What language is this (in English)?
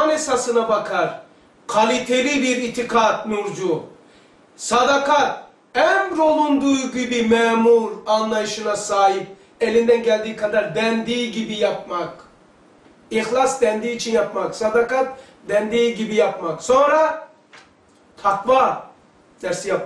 Turkish